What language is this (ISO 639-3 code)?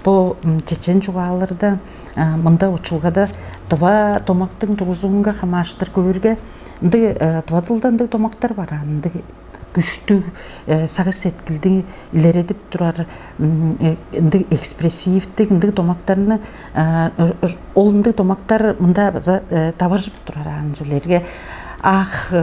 tyv